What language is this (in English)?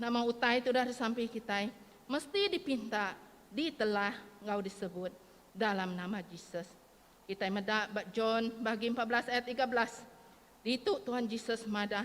Iban